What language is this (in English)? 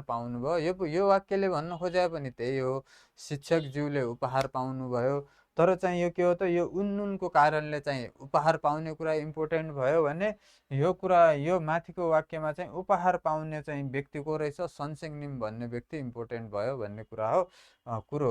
Nepali